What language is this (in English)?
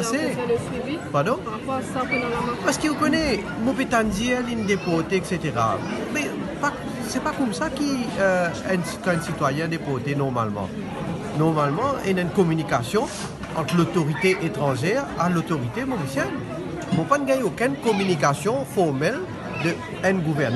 Morisyen